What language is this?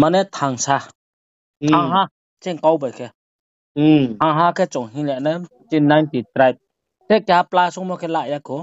Riang (India)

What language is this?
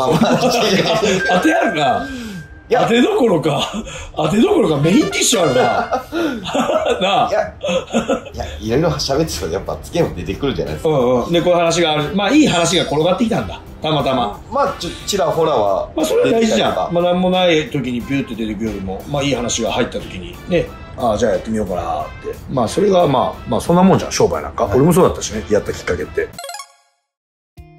Japanese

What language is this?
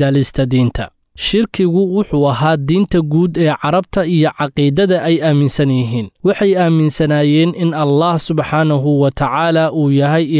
Somali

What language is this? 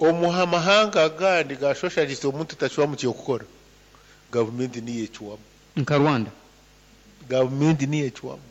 Nyoro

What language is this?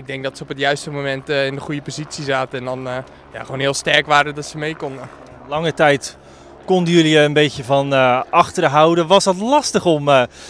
Dutch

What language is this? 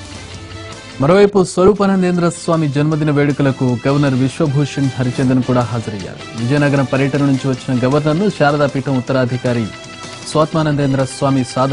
Telugu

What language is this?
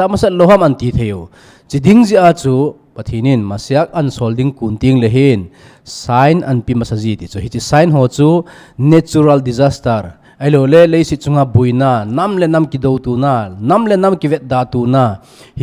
Thado Chin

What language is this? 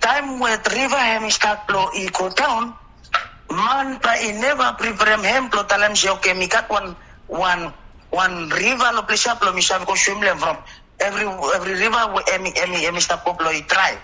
Bislama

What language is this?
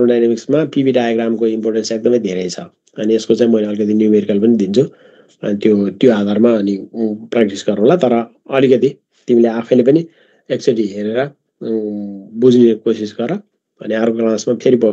Nepali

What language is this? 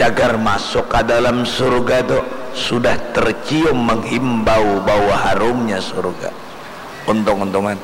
Banjar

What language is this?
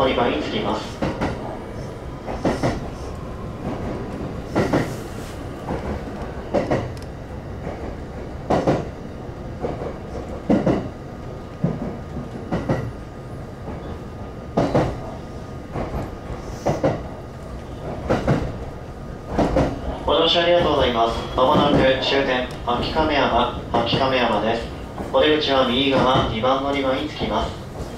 Japanese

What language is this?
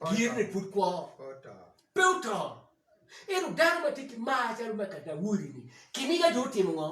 Acoli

